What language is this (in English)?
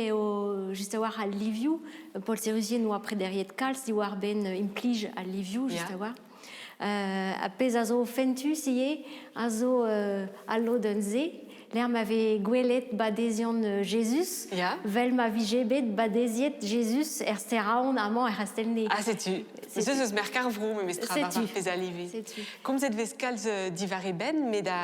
Breton